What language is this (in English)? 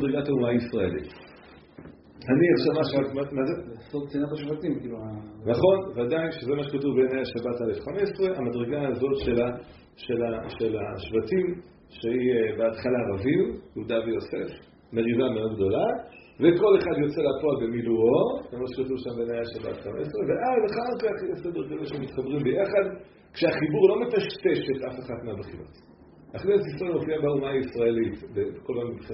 Hebrew